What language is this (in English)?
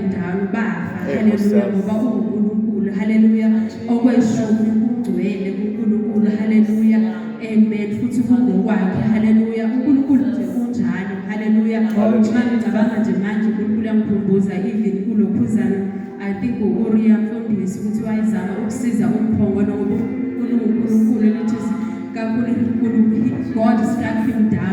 Zulu